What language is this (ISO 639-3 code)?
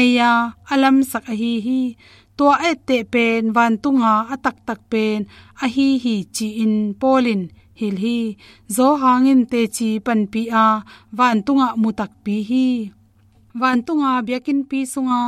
ctd